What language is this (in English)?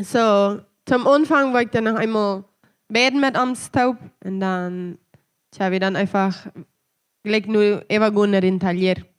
Plautdietsch